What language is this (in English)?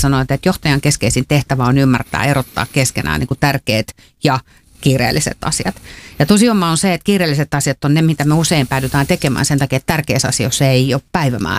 Finnish